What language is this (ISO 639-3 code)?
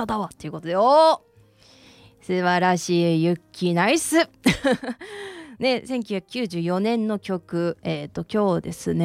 jpn